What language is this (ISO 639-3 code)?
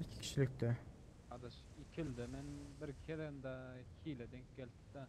tuk